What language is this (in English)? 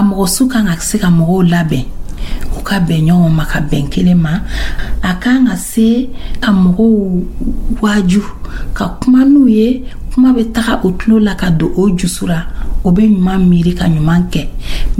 Dyula